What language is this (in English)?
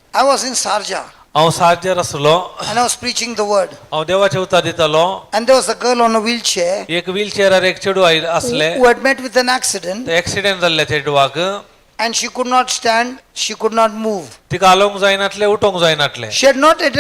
Konkani